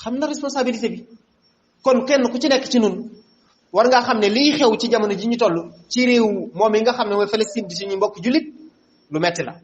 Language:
Wolof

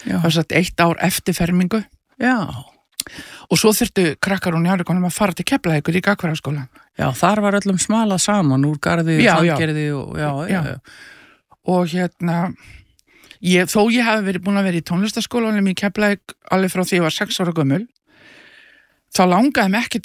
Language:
Icelandic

